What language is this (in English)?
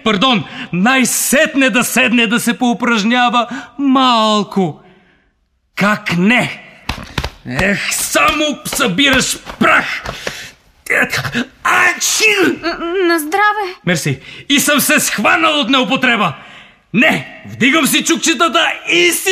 Bulgarian